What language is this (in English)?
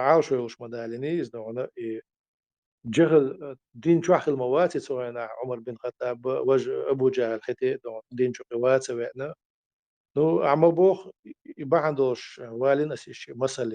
Chechen